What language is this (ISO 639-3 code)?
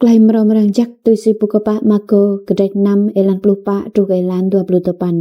rad